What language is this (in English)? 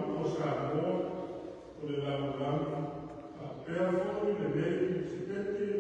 Samoan